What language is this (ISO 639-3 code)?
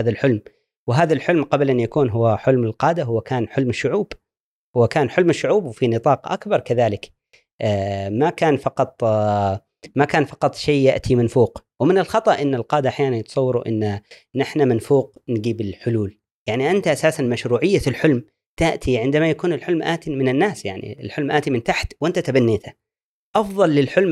afb